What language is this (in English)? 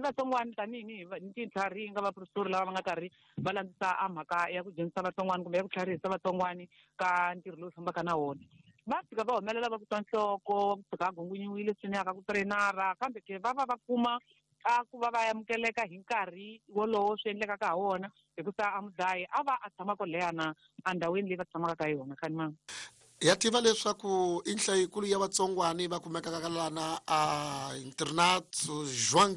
Tsonga